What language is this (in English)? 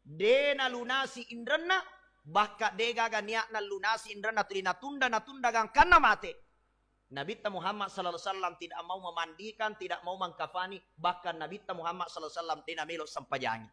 Buginese